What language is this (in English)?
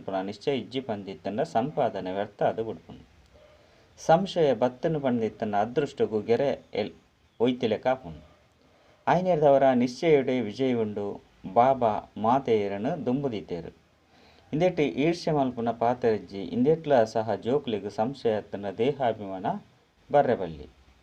Tulu